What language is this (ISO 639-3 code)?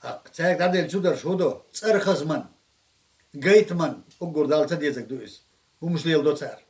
che